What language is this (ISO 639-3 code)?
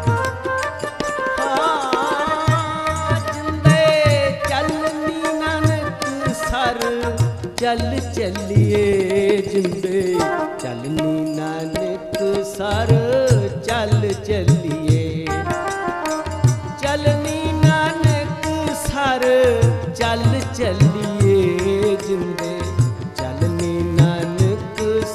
pan